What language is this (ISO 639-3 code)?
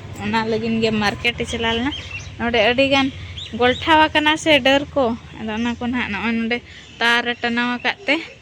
sat